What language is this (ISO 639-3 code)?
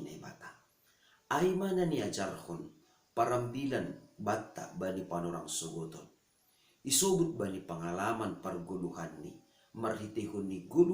bts